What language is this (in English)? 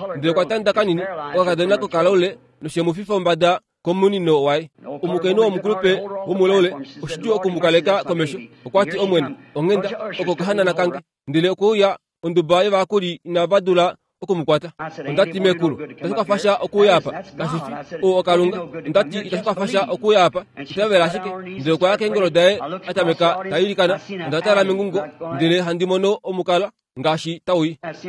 Kuanyama